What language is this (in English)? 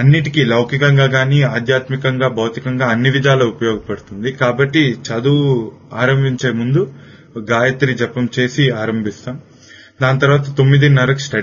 Telugu